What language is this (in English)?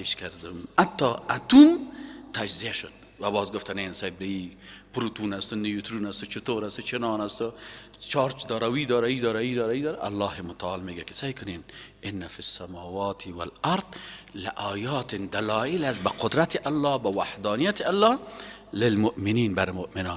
Persian